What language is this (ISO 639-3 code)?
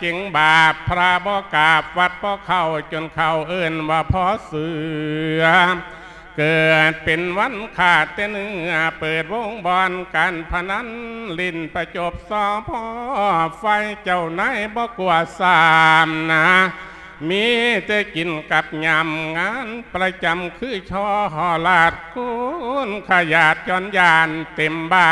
lao